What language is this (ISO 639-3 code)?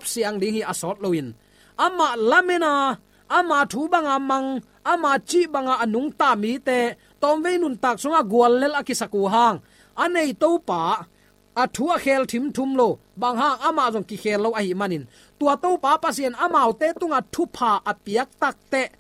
ctd